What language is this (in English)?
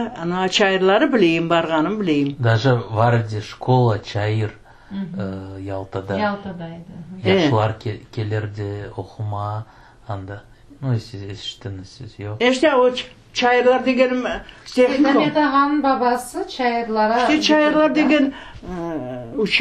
Crimean Tatar